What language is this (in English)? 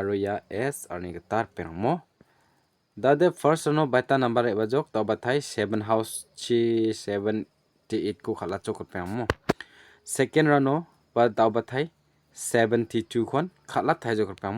Garo